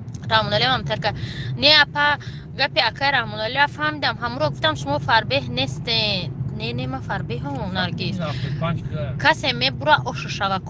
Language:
Tajik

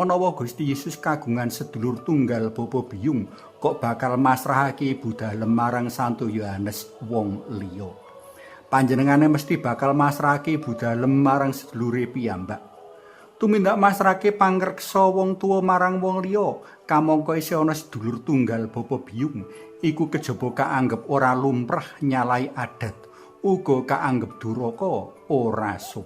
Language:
Javanese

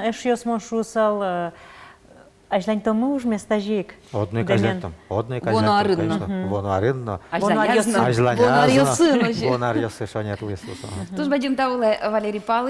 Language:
Udmurt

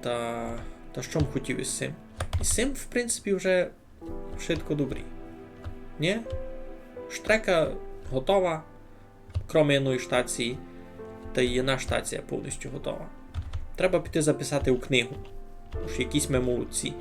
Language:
Rusyn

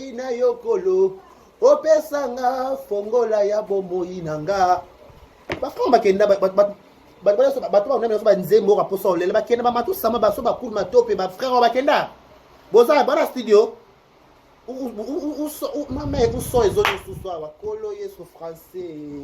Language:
Lingala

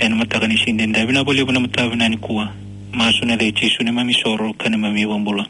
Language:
Fijian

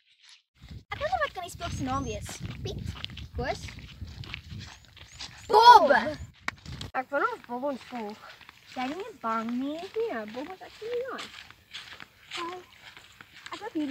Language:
Afrikaans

